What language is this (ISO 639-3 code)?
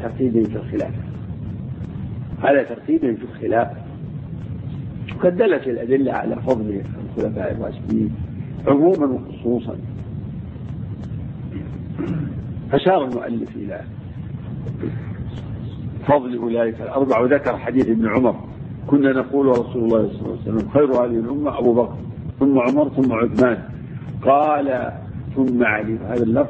ara